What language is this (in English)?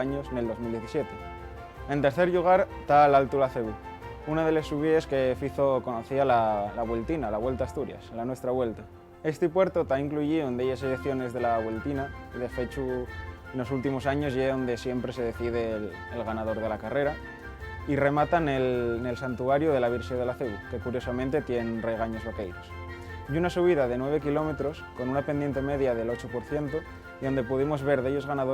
Asturian